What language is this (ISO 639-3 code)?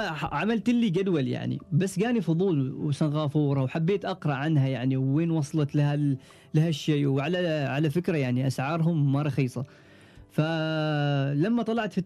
afb